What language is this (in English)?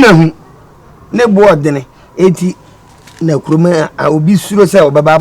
Akan